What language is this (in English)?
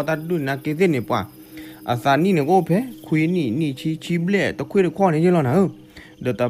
S'gaw Karen